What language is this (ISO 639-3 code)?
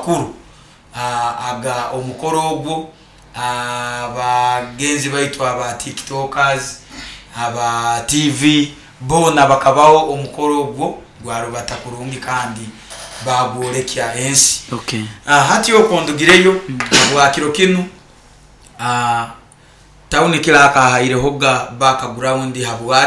nyo